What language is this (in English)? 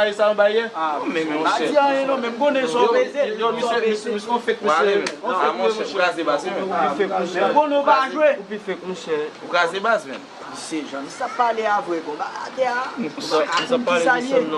Haitian Creole